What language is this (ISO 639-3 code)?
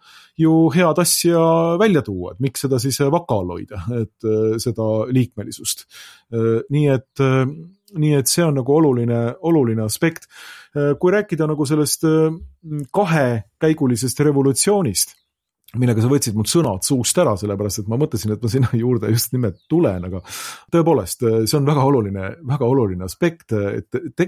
est